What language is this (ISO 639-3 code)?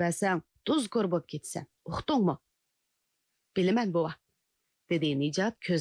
uig